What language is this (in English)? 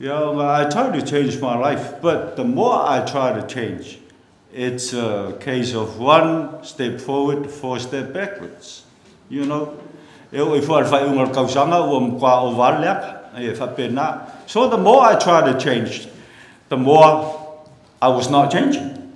Samoan